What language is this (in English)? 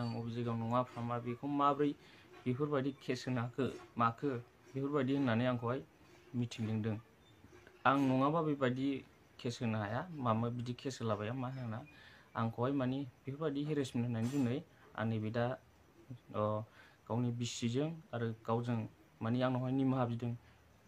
Bodo